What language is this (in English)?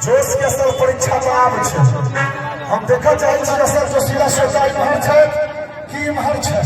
Maithili